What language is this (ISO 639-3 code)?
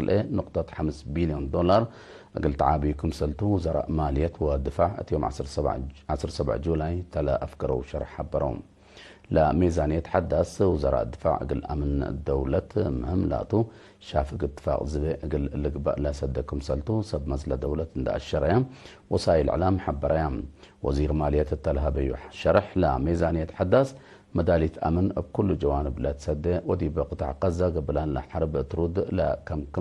tig